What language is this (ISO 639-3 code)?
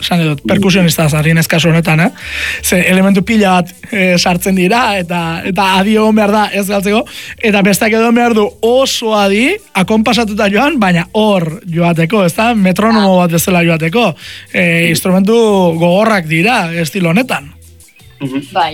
eus